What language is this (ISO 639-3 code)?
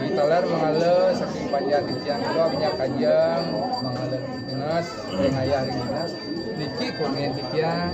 ban